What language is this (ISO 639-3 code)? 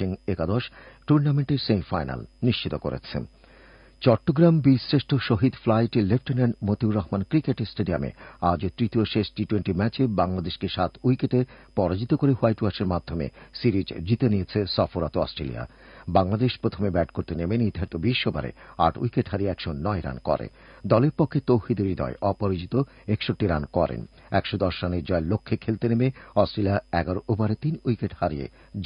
ben